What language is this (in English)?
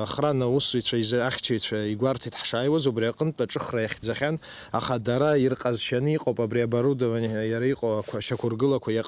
Abkhazian